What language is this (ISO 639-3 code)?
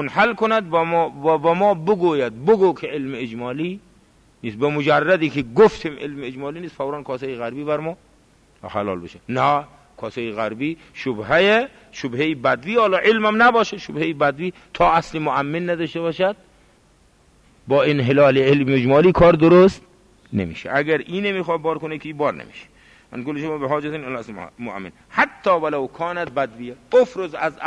fas